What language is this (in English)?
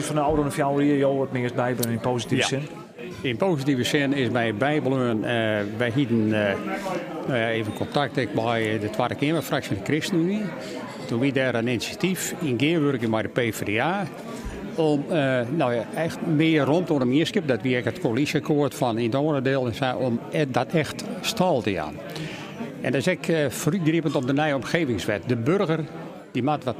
Western Frisian